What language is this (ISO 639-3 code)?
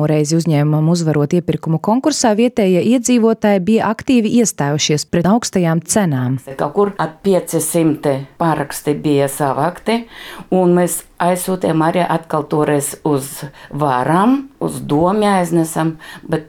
lav